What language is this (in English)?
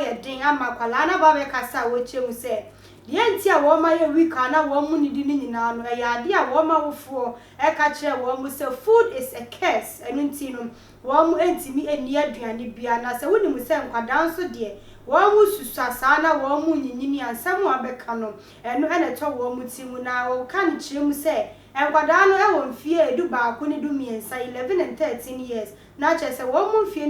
Akan